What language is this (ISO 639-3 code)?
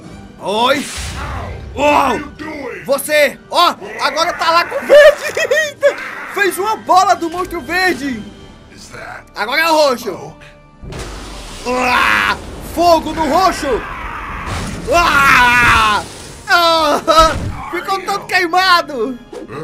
por